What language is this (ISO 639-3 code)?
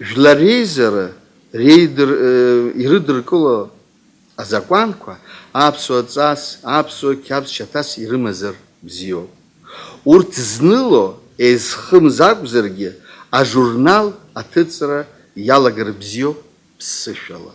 abk